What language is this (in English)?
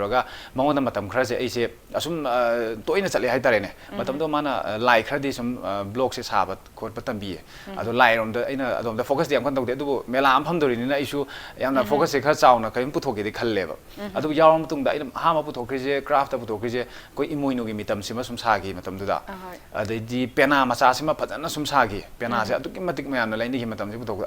Manipuri